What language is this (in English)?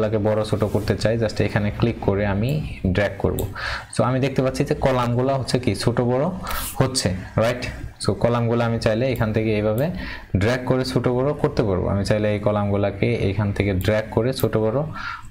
Bangla